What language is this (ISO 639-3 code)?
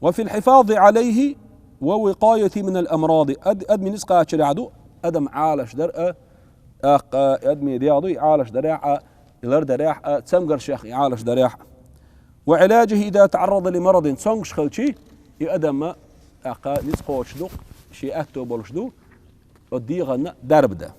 che